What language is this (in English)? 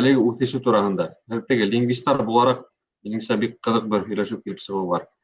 Bashkir